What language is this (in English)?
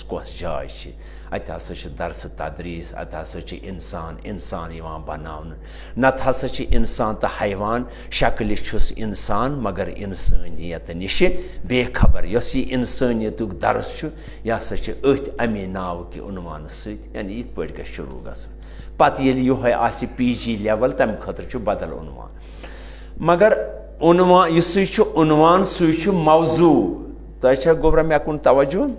Kashmiri